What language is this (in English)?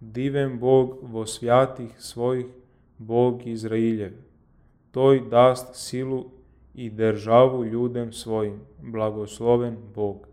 Church Slavic